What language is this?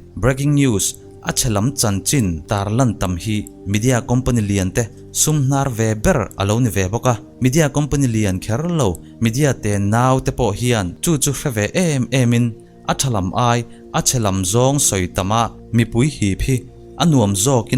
Mizo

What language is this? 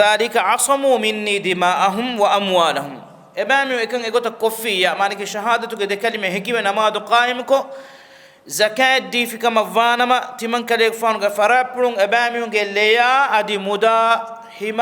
Divehi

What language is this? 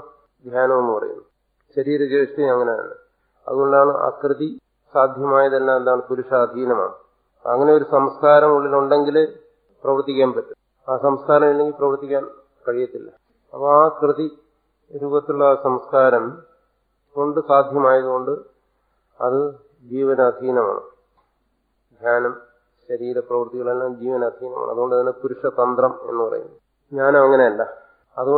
Malayalam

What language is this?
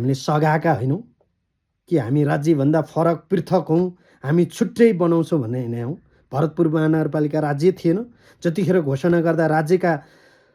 Nepali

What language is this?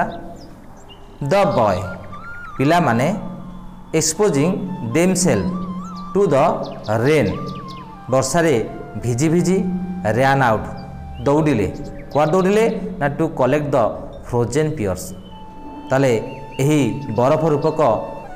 Odia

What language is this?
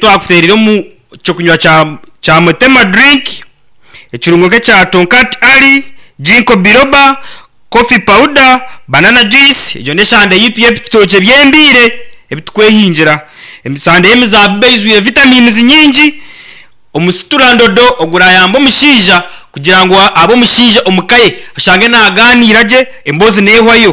Nyankole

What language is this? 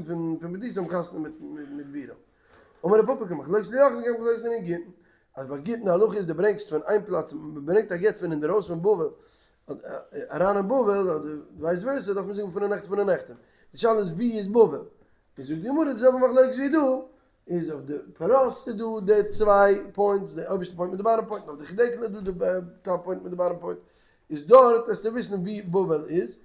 Yiddish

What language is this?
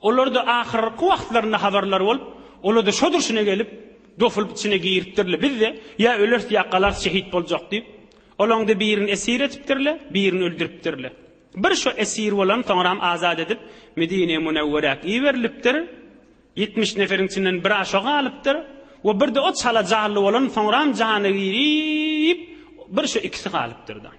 Turkmen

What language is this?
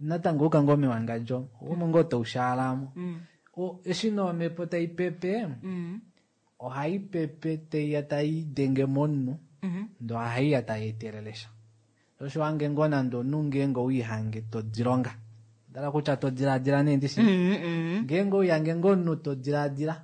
Kuanyama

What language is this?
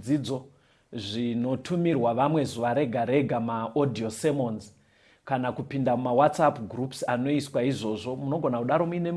Shona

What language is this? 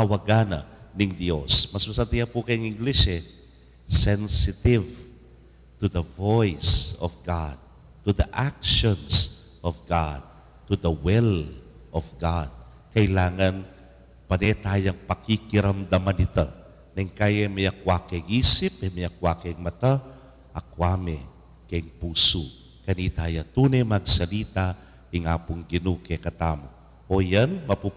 Pampanga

